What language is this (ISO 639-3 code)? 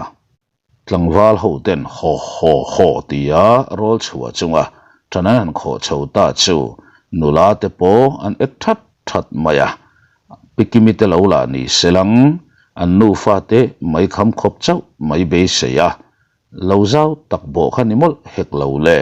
lus